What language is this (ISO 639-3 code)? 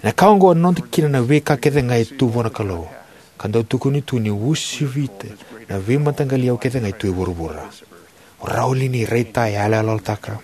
fij